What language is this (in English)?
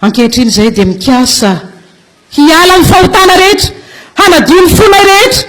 Malagasy